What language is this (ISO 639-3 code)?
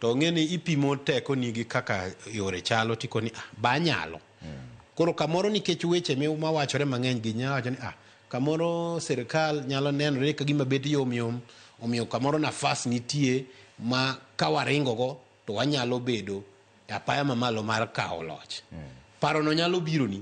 luo